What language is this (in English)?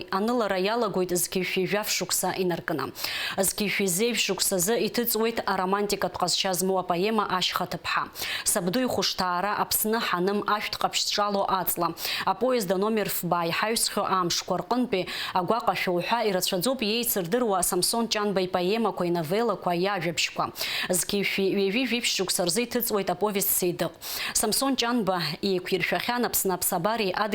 Abkhazian